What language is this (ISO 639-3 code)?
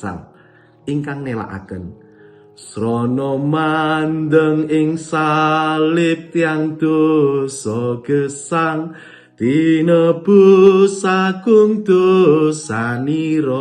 jav